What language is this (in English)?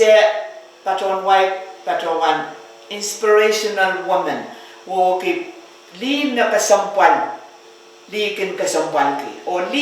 Pohnpeian